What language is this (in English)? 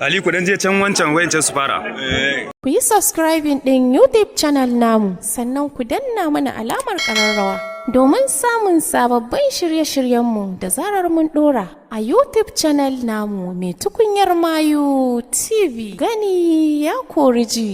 Hausa